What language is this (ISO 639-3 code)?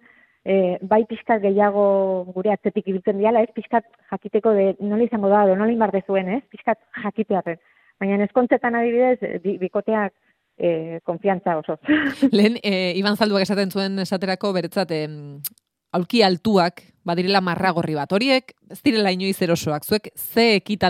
eus